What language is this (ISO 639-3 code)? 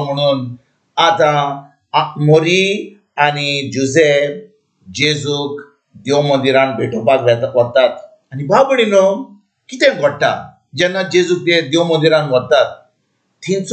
kok